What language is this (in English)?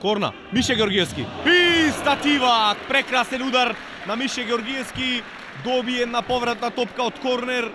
Macedonian